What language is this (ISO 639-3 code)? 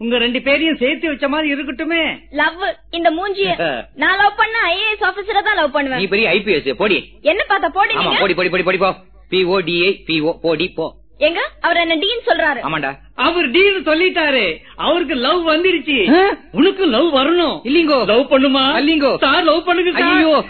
tam